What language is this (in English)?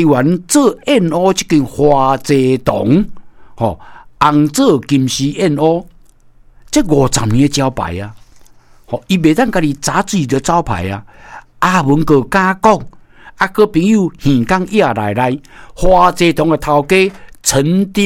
Min Nan Chinese